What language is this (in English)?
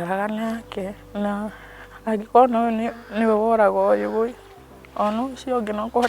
Kikuyu